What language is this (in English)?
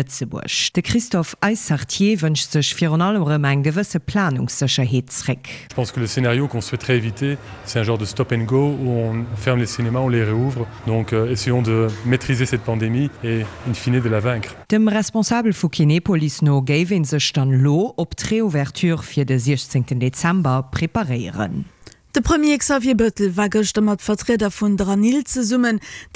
Luxembourgish